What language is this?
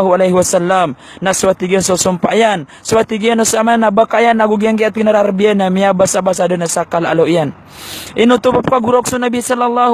Maranao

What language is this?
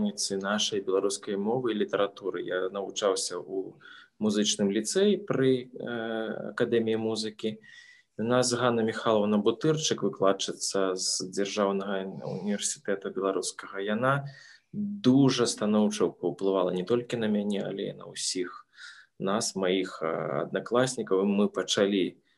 Belarusian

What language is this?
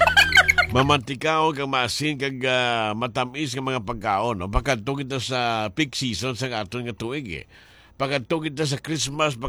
Hiligaynon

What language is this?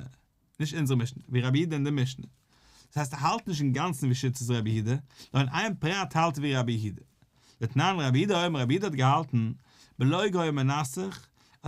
Yiddish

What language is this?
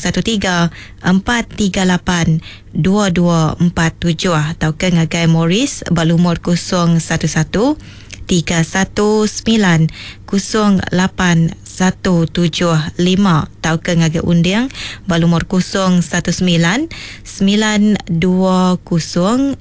Iban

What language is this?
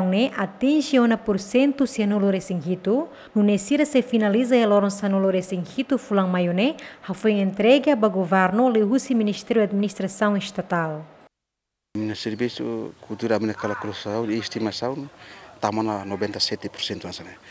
Tetum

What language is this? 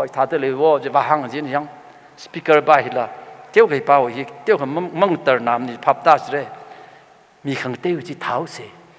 Tangkhul Naga (India)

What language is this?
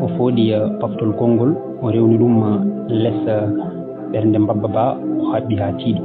Fula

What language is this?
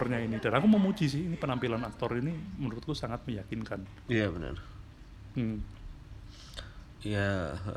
Indonesian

